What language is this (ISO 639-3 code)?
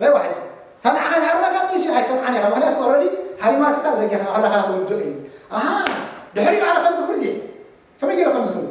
tir